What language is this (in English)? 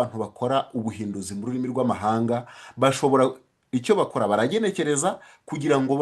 Kinyarwanda